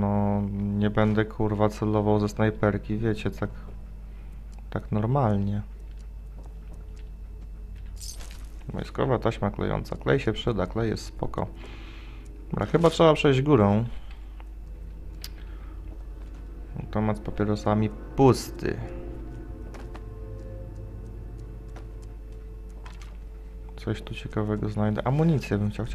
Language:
Polish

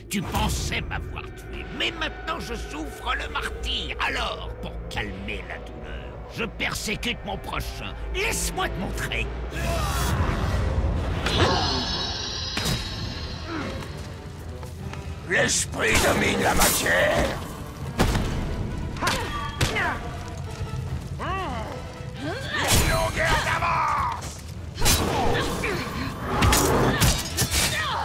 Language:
French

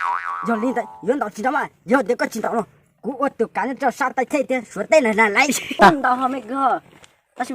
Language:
Hmong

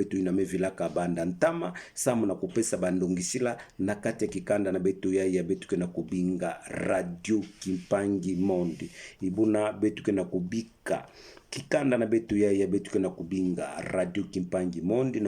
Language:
Kituba (Democratic Republic of Congo)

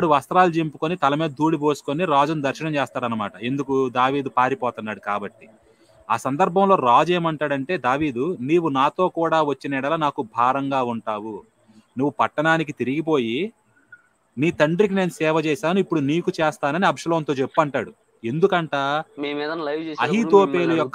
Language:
Telugu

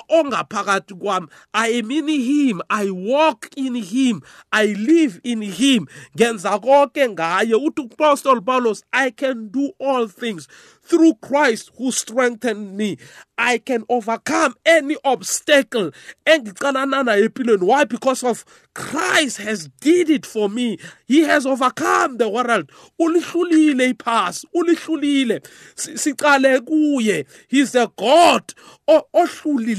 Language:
South Ndebele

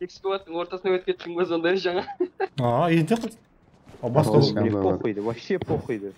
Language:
Kara-Kalpak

